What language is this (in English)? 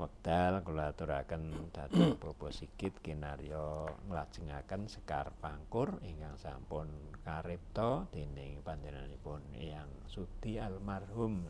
Javanese